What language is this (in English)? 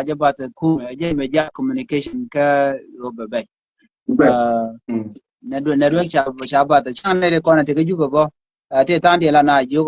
Nuer